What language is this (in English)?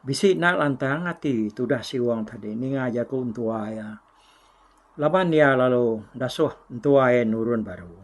Iban